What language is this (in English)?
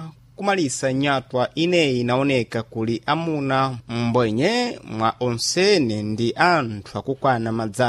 Sena